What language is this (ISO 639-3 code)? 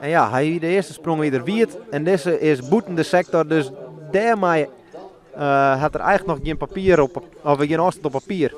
fry